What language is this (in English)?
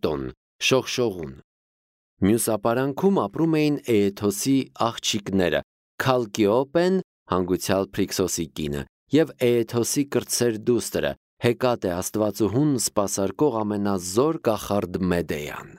Armenian